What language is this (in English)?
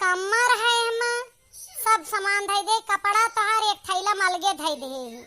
Awadhi